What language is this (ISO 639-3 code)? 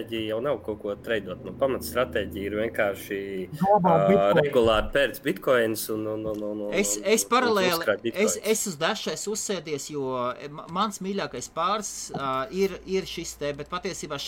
lav